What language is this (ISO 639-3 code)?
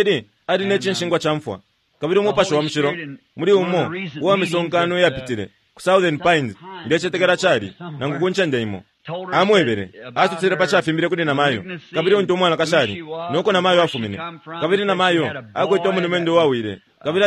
bem